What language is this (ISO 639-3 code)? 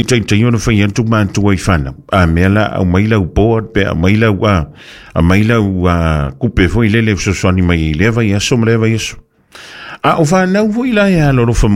smo